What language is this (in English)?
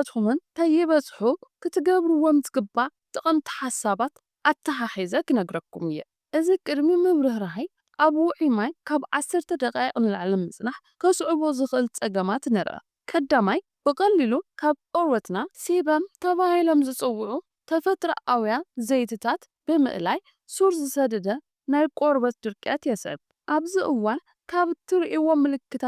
Tigrinya